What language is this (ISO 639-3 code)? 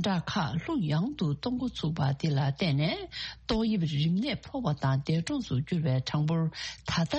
bod